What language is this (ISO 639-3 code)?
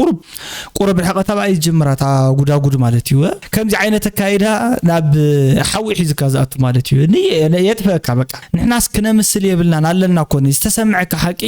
tir